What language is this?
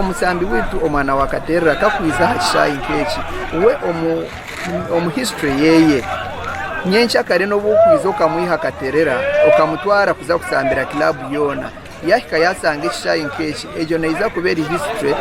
Nyankole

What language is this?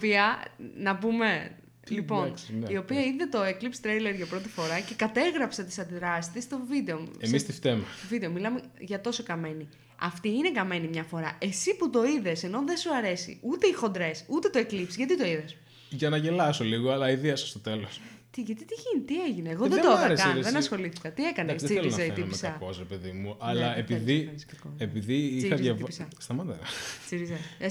Greek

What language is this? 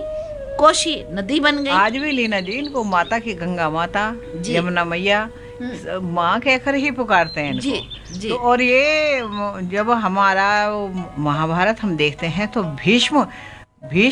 Hindi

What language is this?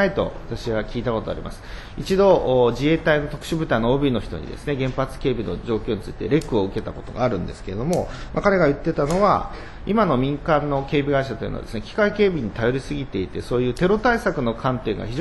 Japanese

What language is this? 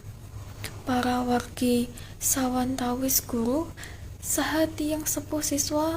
Javanese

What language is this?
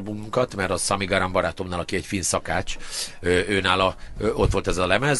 Hungarian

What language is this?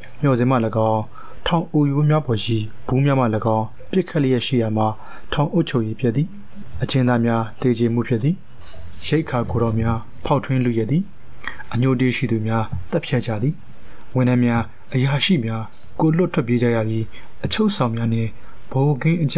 Burmese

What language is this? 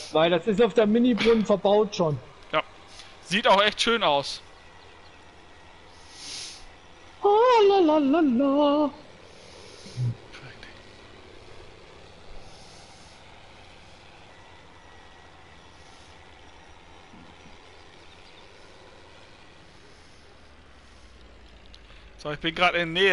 German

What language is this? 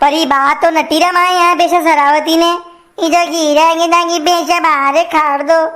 Rajasthani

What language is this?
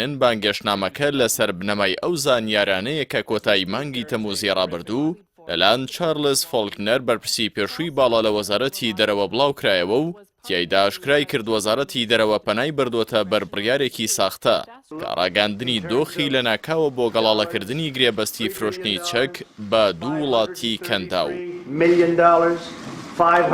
Central Kurdish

